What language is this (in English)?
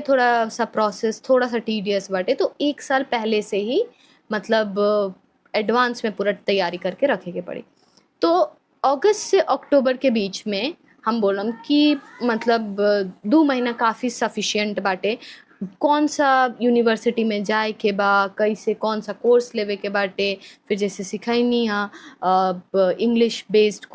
Bhojpuri